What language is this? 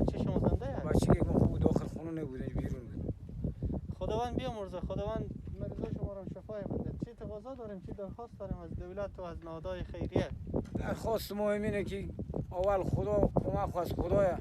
Persian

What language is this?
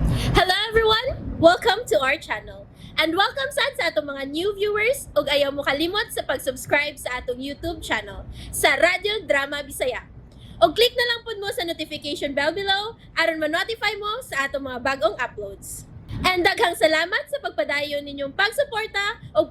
Cebuano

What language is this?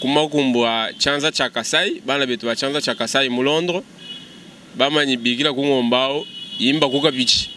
Luba-Lulua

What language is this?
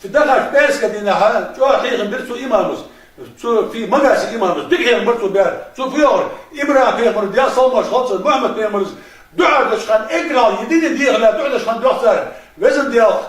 Ingush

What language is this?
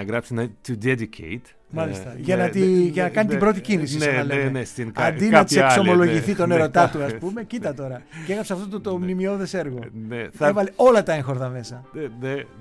Greek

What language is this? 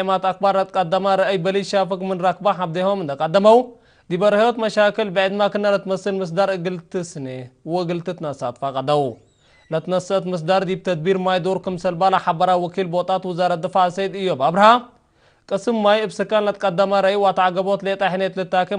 Tigre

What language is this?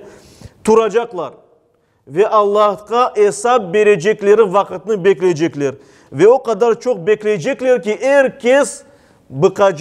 Crimean Tatar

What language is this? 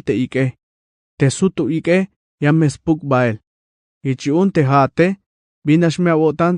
Tzeltal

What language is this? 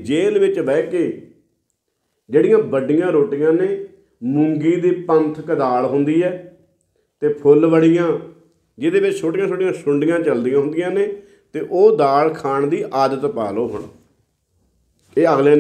Punjabi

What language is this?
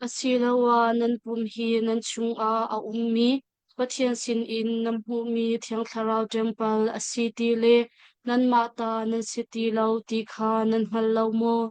Hakha Chin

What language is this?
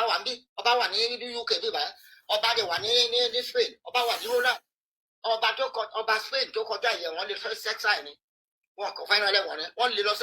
Yoruba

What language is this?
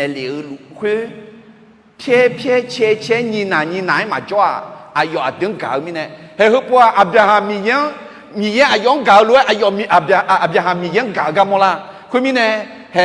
Akha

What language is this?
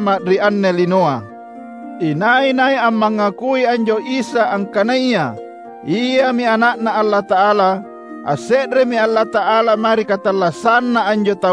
Makasar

